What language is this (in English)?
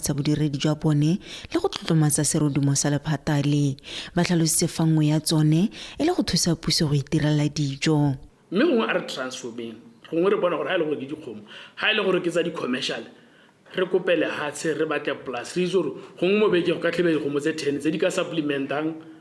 Tswana